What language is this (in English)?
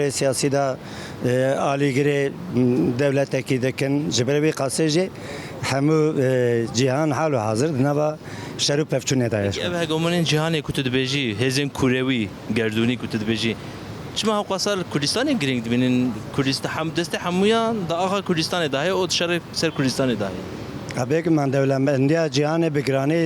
Kurdish